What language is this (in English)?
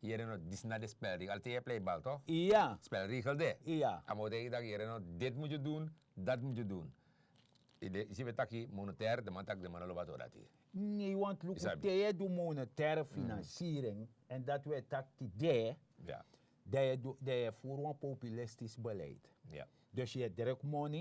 Sranan Tongo